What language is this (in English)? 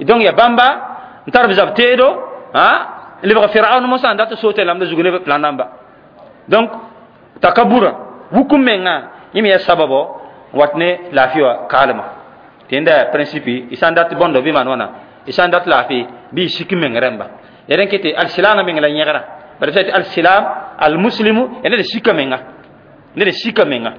Mossi